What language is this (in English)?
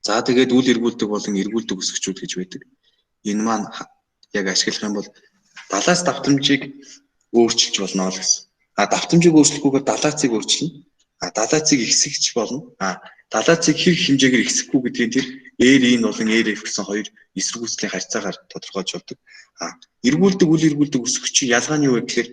Mongolian